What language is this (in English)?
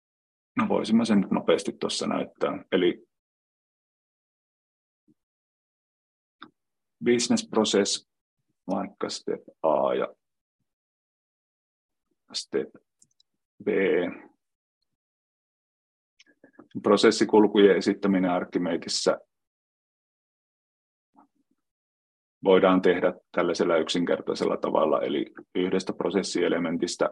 Finnish